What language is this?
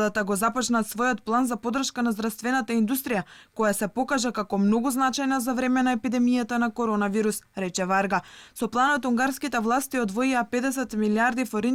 Macedonian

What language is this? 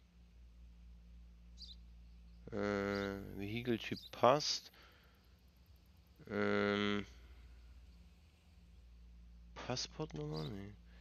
German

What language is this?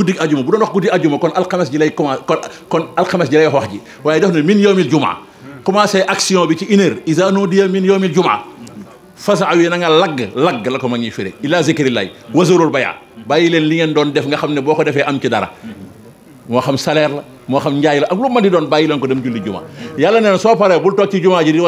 Wolof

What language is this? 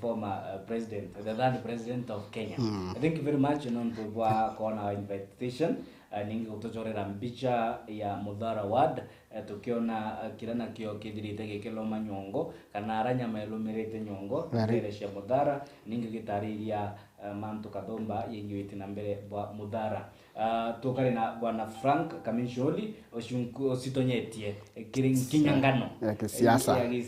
Meru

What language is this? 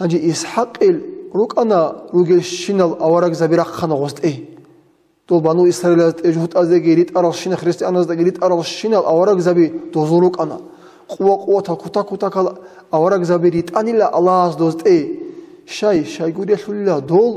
Avaric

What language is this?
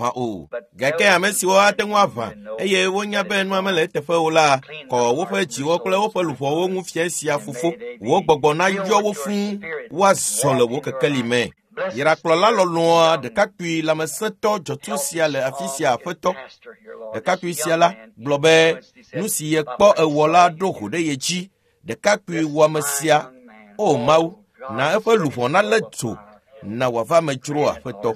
Ewe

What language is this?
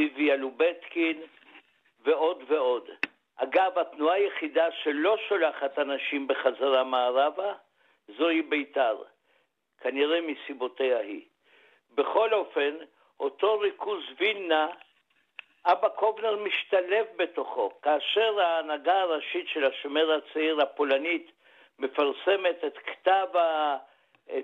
Hebrew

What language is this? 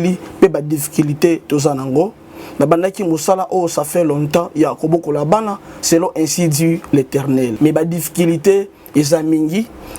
Lingala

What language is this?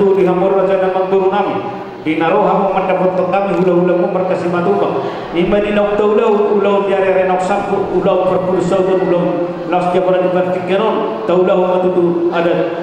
Batak Toba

